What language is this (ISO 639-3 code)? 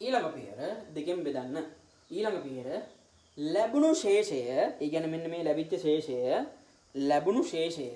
sin